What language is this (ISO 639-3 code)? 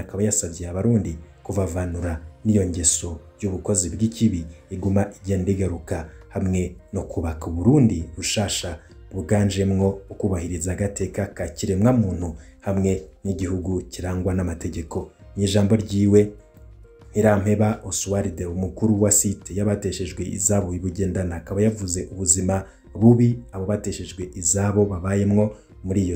run